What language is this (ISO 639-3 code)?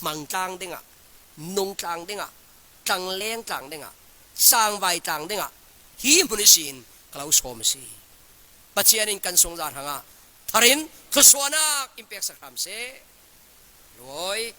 cfm